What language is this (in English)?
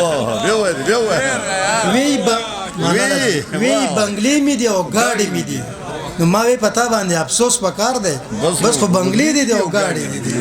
Pashto